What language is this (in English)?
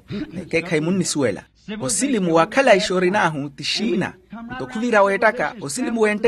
Makhuwa